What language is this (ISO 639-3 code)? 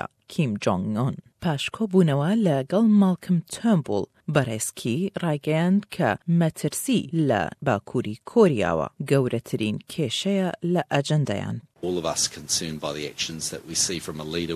ckb